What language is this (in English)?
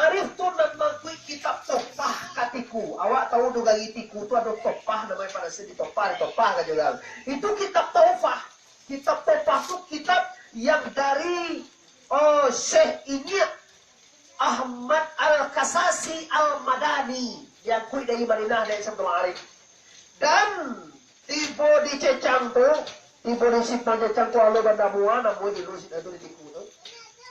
Minangkabau